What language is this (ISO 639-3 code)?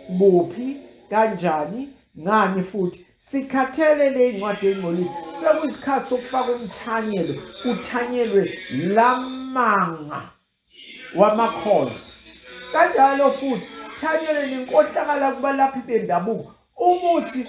zul